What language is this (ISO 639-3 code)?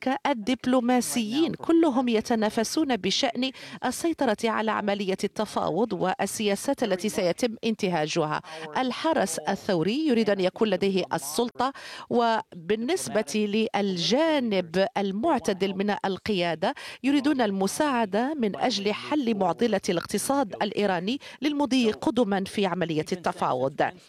ara